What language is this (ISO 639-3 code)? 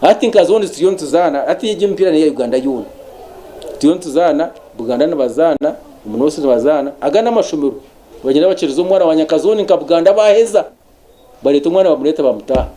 nyn